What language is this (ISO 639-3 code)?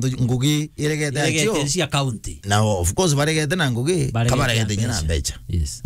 mer